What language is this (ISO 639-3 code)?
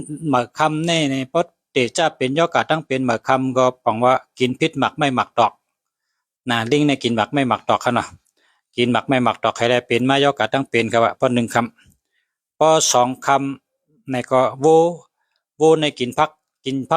shn